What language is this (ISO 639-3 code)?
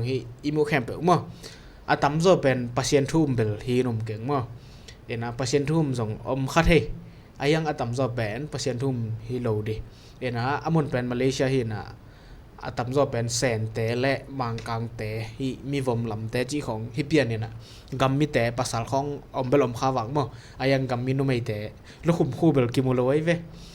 ctd